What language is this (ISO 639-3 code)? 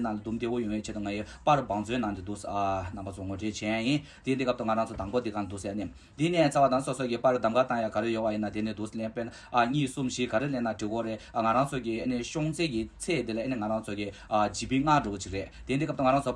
bod